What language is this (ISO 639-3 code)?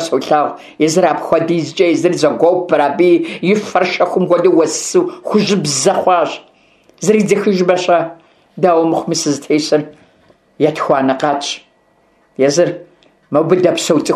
kbd